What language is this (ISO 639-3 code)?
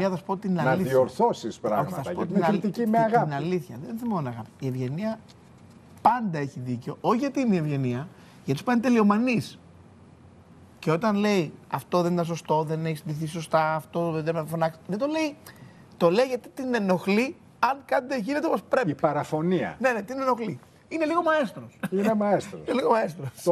ell